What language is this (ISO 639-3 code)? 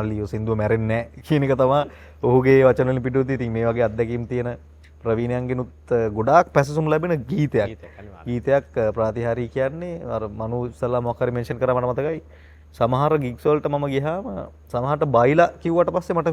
sin